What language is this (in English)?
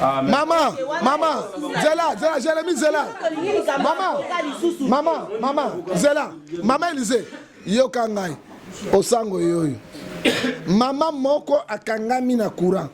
Lingala